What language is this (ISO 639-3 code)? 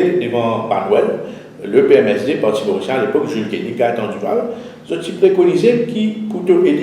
mfe